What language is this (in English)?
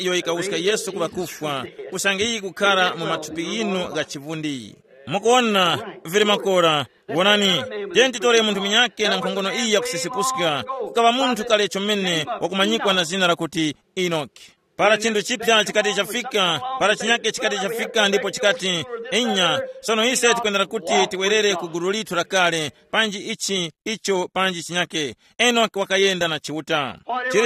Tumbuka